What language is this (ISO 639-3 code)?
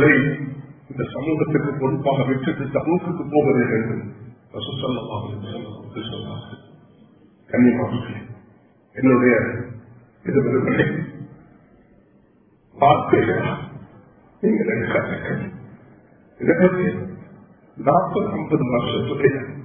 tam